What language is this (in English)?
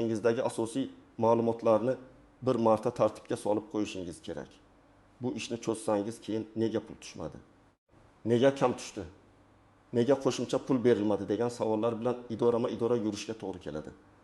Uzbek